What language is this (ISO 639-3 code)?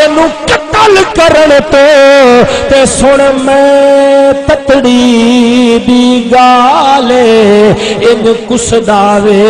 skr